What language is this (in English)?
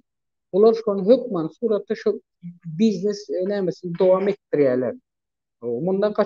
Turkmen